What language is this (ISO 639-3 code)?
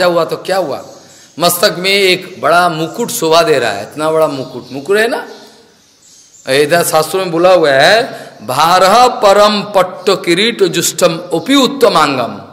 hin